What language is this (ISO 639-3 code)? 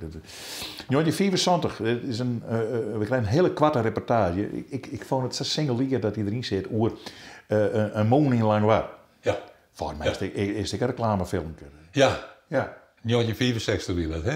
fry